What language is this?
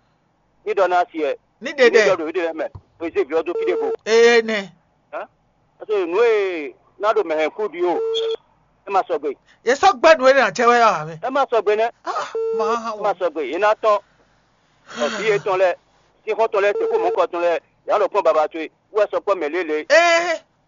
Fon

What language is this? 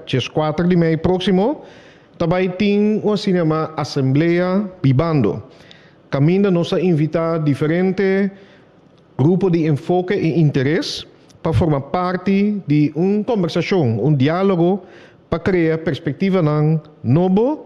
Papiamento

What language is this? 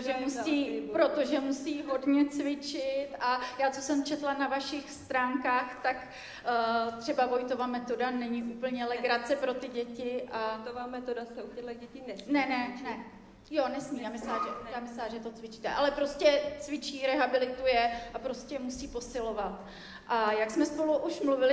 Czech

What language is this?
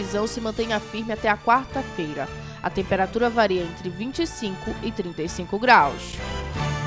Portuguese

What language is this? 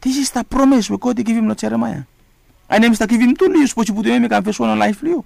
Bislama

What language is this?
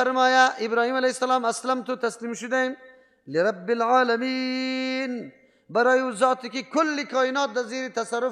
Persian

